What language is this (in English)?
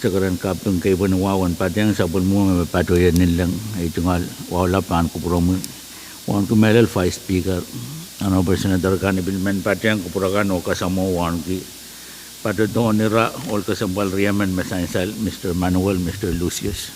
Pohnpeian